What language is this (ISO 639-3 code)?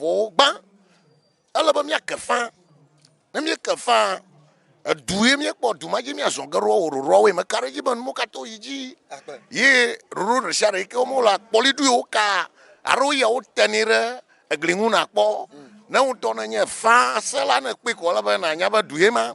ewe